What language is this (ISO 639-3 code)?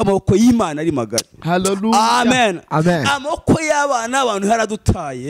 kin